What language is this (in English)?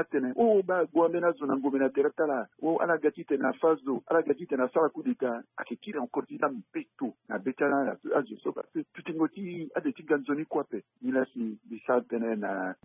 Sango